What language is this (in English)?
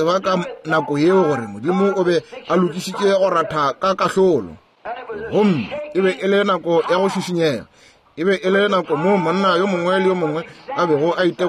Northern Sotho